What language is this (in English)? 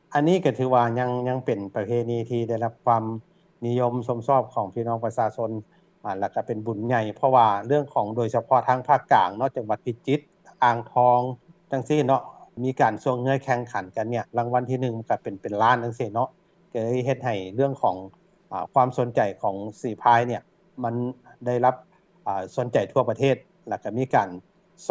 Lao